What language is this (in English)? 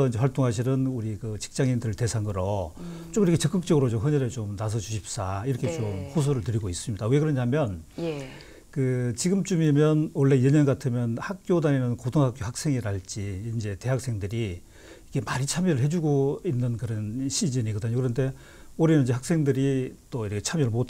Korean